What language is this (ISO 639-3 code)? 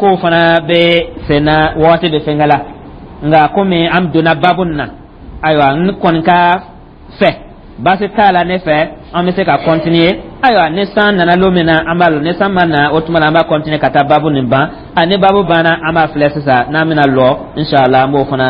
dyu